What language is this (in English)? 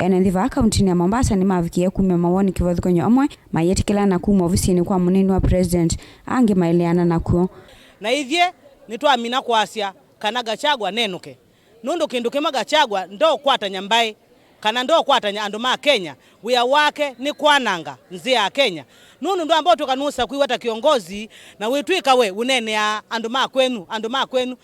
Kamba